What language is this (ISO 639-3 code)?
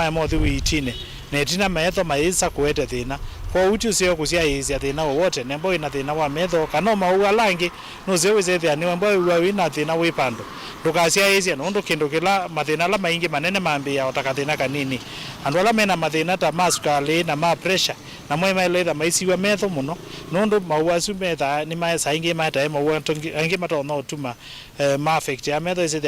kam